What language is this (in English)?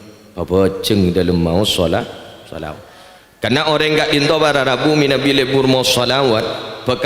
Madurese